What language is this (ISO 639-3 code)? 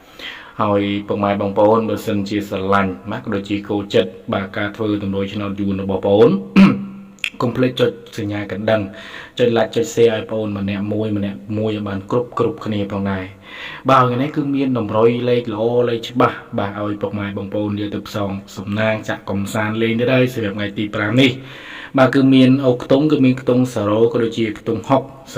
khm